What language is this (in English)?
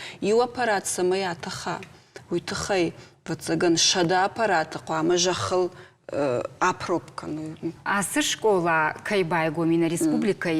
Ossetic